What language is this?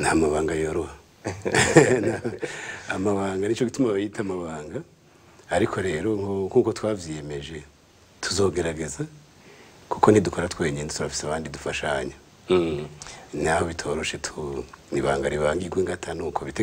Rundi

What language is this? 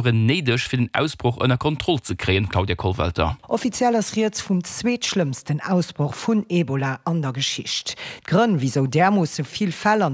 Luxembourgish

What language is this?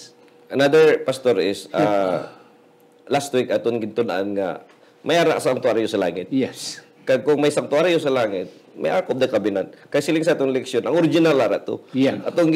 Hiligaynon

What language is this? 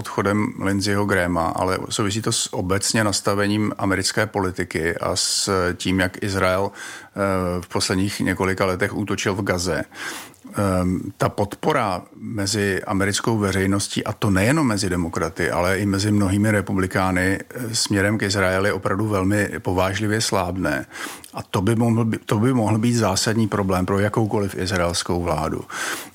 Czech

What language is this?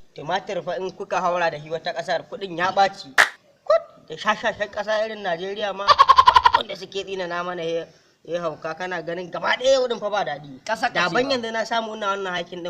Hausa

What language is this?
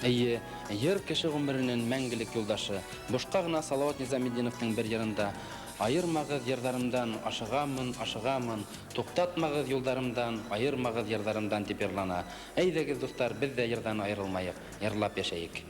Bashkir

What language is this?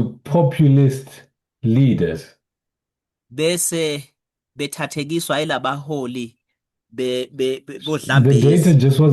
Zulu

